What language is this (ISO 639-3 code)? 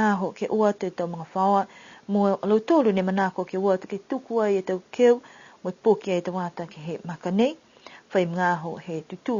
niu